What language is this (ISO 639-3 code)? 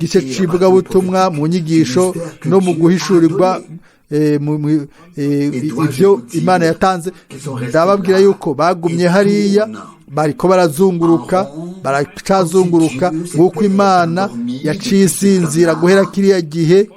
run